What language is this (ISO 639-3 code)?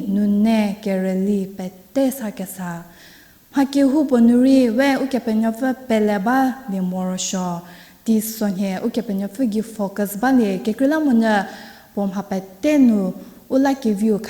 njm